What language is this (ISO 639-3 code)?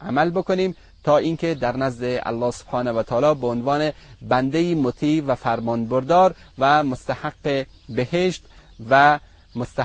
fas